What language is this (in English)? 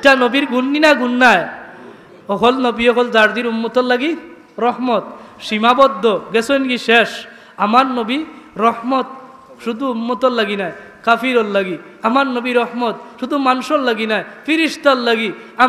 Sylheti